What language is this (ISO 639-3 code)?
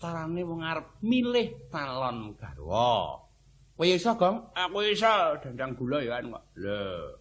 jav